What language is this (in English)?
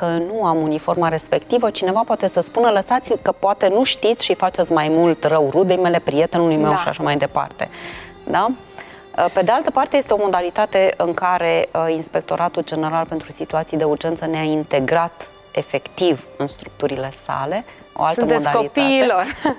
Romanian